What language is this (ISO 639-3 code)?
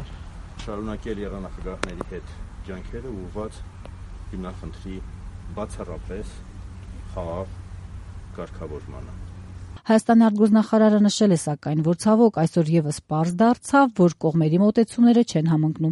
hye